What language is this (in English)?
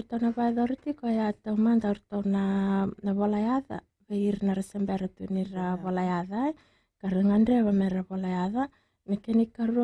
Fijian